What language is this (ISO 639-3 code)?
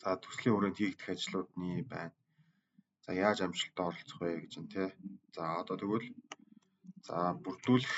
mon